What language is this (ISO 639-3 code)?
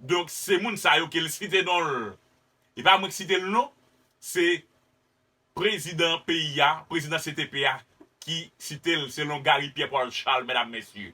hat